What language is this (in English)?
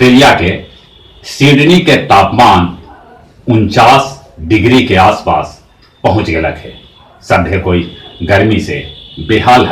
Magahi